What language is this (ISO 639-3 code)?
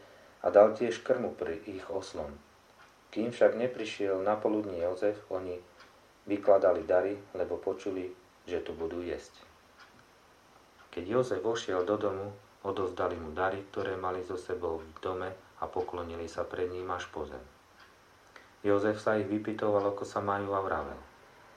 slk